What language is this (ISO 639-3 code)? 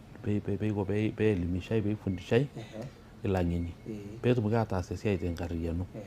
mas